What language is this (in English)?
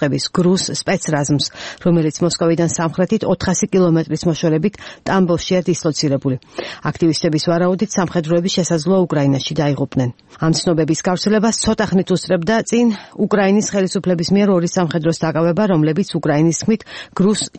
Georgian